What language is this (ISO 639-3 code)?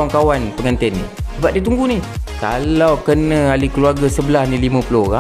msa